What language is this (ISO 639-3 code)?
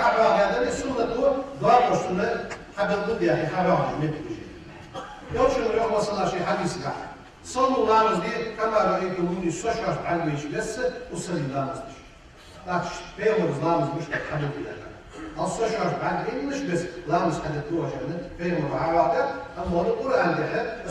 inh